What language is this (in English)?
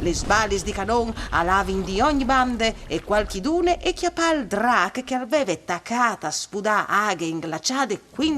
Friulian